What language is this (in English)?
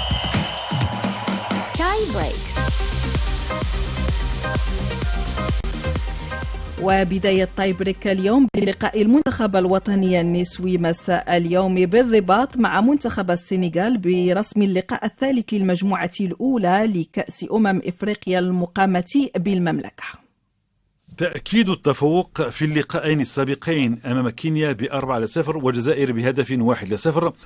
Arabic